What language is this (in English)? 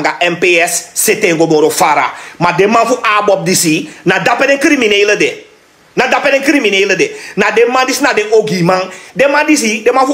Sranan Tongo